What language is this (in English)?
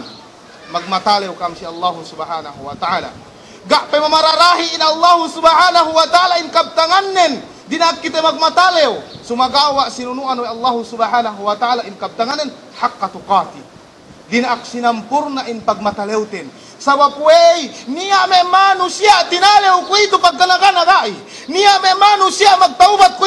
Yakan